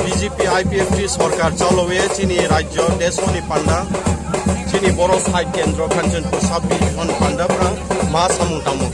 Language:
Riang (India)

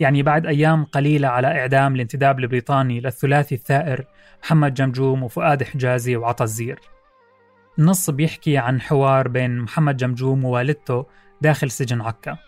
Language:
North Levantine Arabic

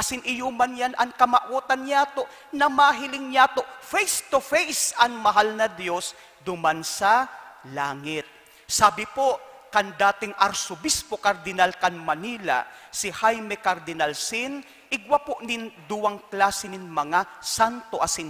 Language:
Bikol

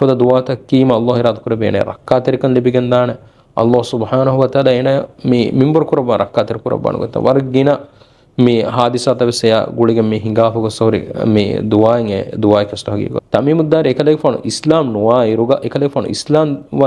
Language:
Divehi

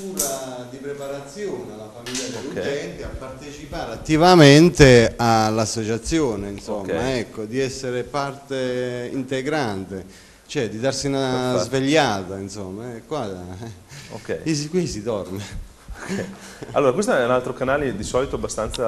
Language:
Italian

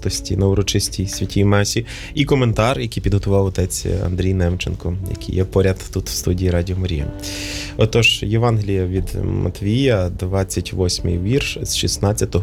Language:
Ukrainian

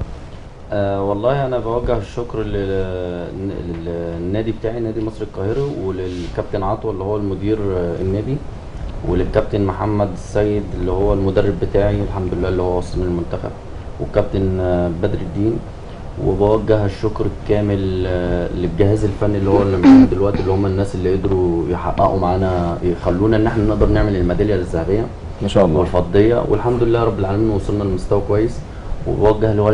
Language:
Egyptian Arabic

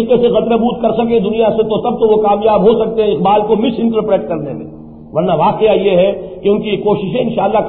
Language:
Urdu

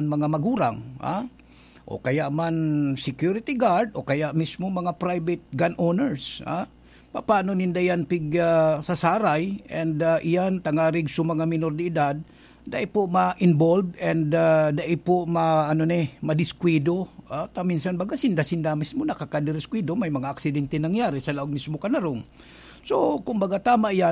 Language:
Bikol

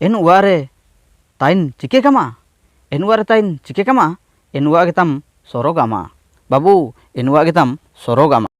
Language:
Ho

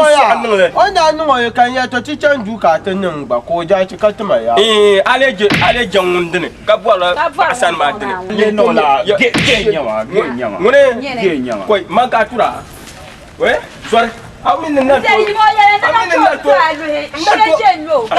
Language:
Dagbani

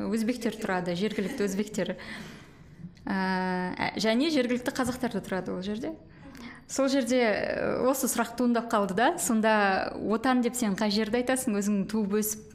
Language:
Kazakh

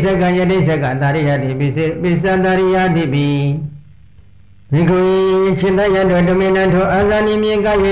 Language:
Burmese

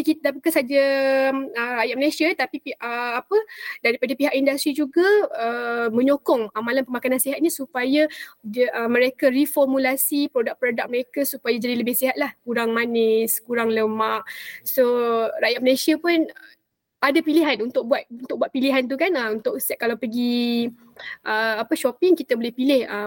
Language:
Malay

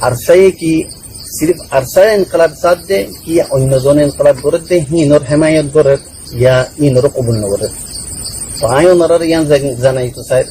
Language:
Rohingya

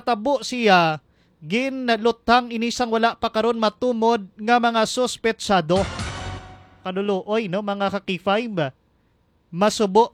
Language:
Hiligaynon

